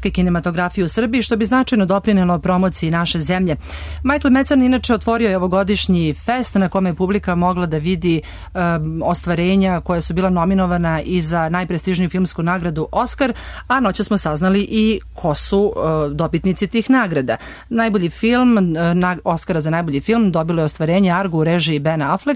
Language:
Serbian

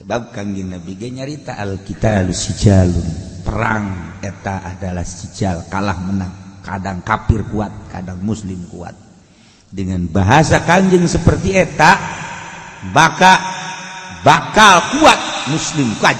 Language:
Sundanese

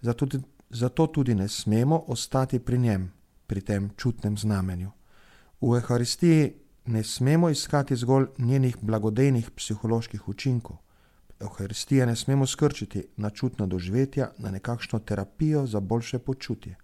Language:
Slovenian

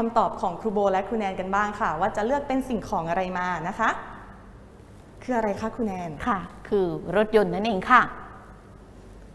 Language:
Thai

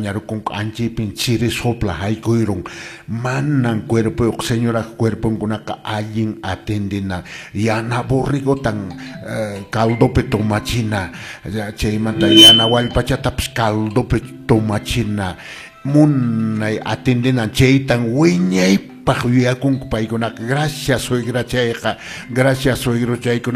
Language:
Quechua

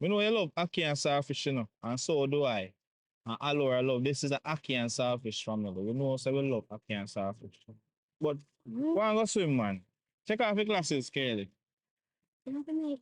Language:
Jamaican Creole English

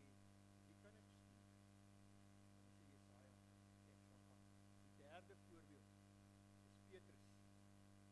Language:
Afrikaans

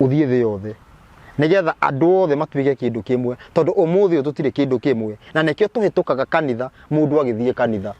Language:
Kikuyu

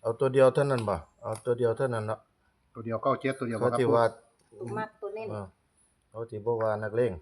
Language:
Northeastern Thai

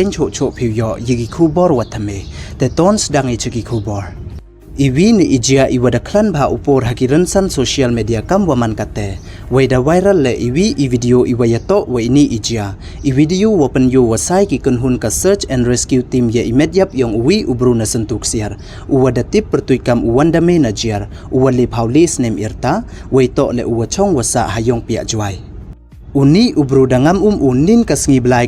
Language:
Pnar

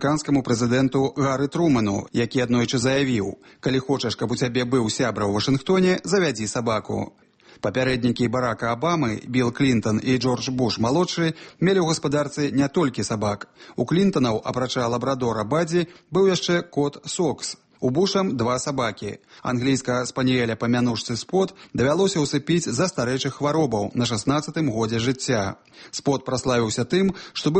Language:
Belarusian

